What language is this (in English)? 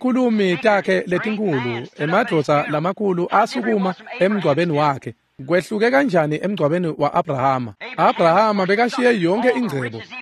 Swati